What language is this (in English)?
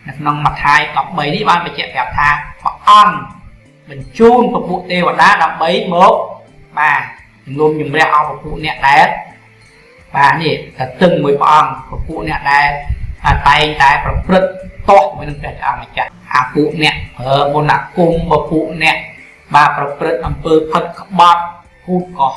Khmer